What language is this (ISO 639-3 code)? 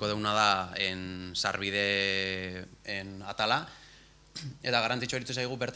eus